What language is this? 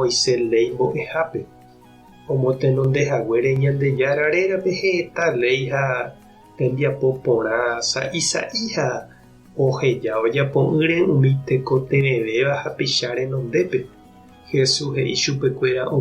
Guarani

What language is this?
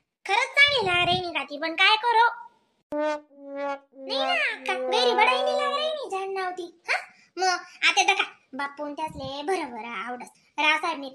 Khandesi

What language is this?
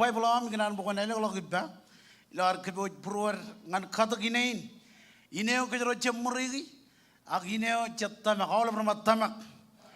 Marshallese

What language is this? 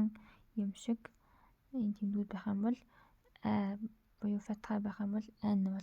Mongolian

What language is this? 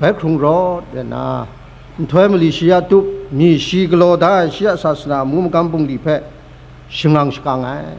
Kachin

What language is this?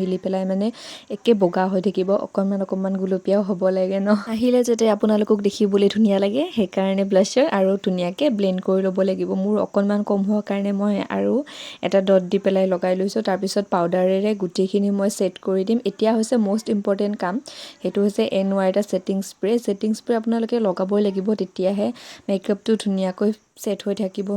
Assamese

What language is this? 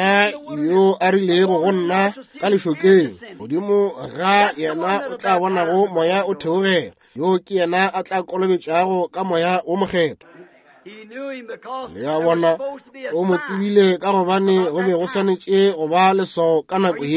Northern Sotho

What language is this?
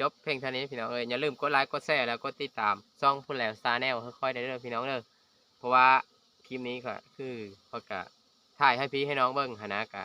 Lao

